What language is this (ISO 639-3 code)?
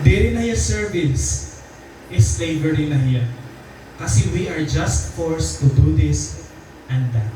war